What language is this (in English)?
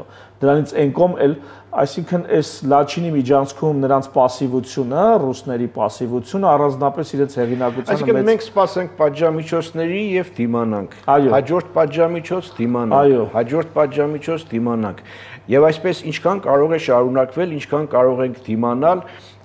Armenian